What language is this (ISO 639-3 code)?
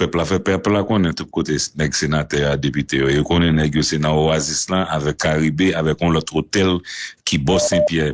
hat